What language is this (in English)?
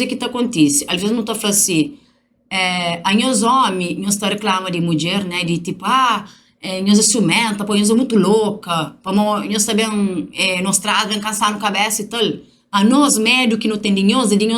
Kabuverdianu